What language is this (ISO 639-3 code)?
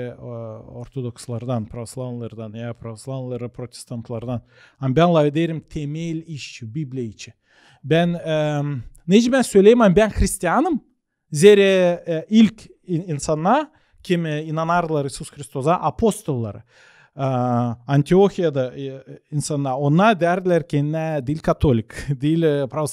gag